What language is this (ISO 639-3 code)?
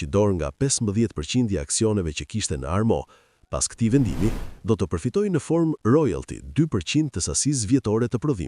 sqi